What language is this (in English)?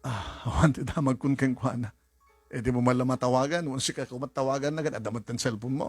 Iloko